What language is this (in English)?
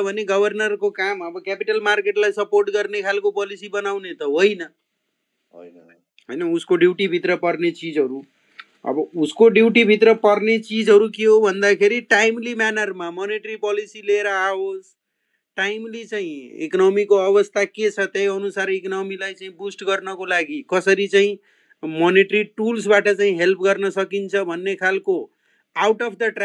Nepali